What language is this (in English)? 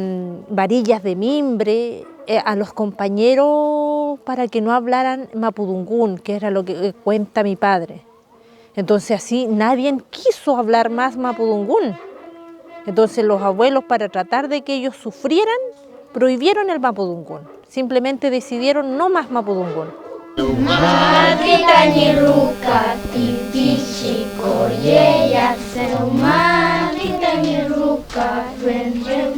Mapuche